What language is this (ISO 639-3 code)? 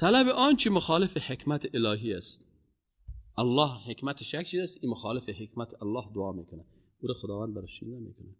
fas